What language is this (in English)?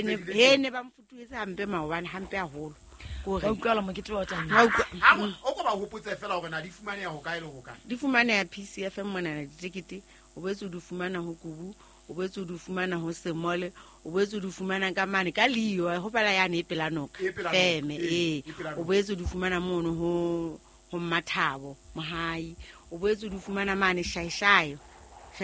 Southern Sotho